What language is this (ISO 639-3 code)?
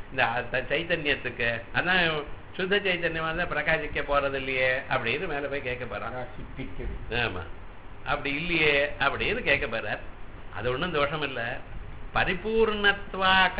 tam